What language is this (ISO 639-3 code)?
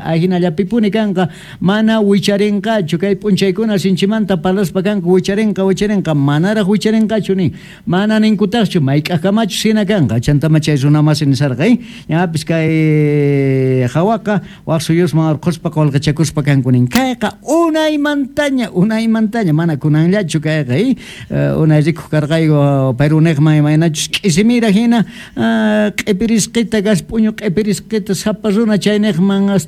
que